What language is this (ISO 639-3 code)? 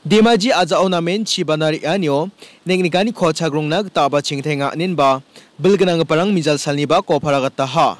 grt